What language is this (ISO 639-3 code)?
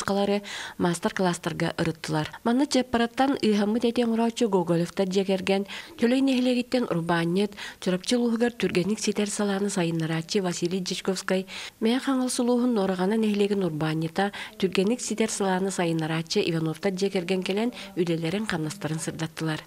sah